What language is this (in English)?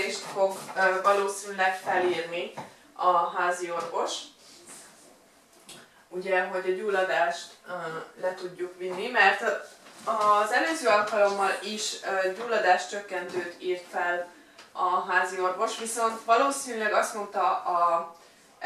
Hungarian